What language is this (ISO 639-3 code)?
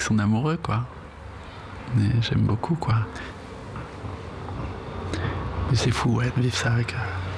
fra